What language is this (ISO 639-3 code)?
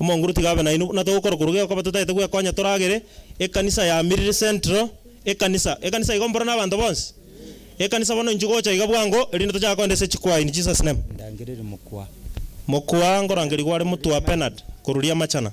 guz